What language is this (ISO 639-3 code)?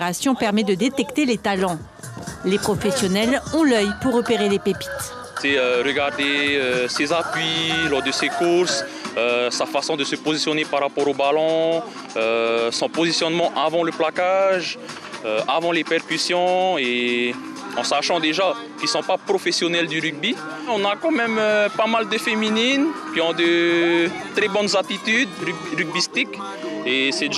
fra